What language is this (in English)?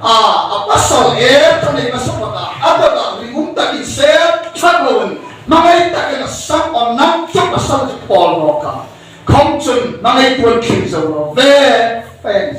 Hmar